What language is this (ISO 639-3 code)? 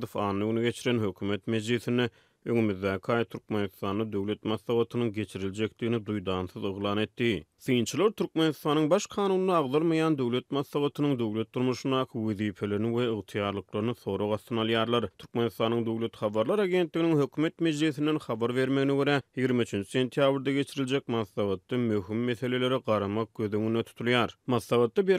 tuk